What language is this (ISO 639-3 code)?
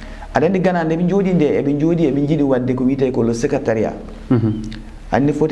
ful